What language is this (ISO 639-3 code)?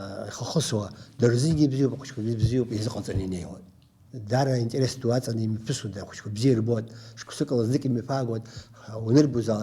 abk